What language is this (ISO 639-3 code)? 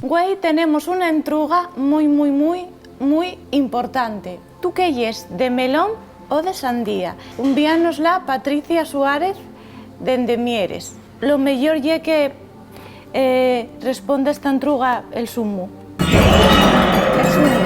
ast